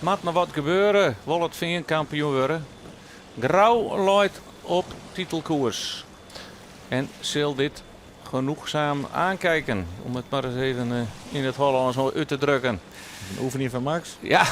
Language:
Western Frisian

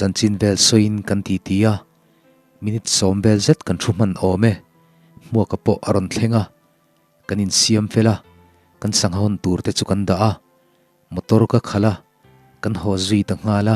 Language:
Mizo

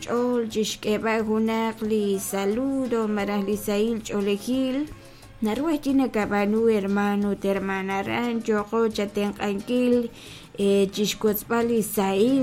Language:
Kekchí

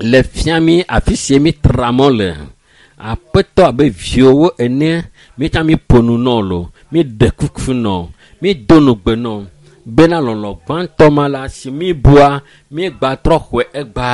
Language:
Ewe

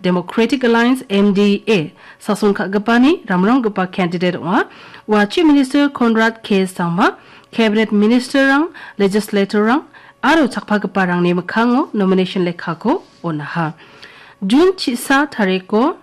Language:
Garo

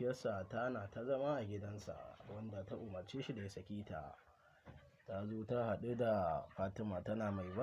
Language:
Hausa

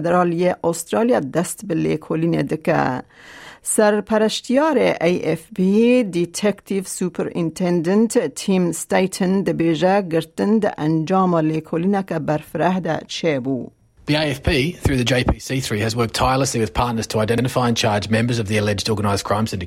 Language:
Kurdish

